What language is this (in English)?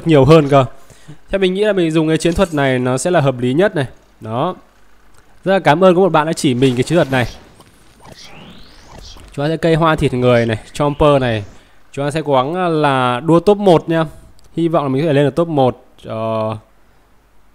Vietnamese